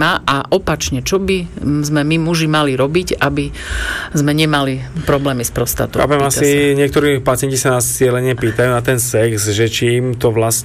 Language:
Slovak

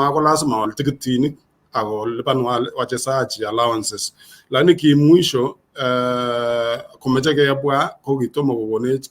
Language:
Kalenjin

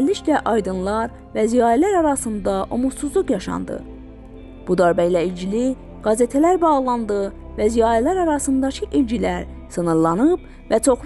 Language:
South Azerbaijani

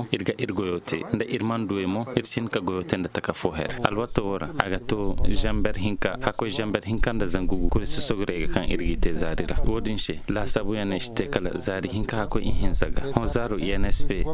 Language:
Koyraboro Senni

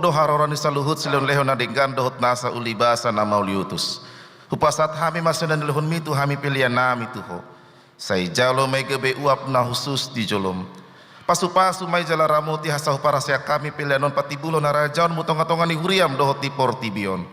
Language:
Batak Toba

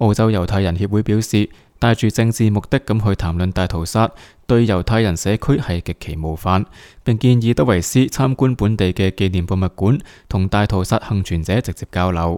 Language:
Cantonese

